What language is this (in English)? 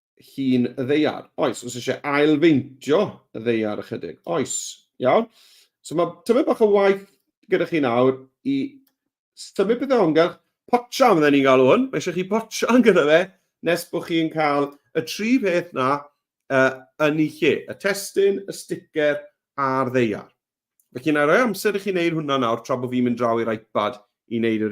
Welsh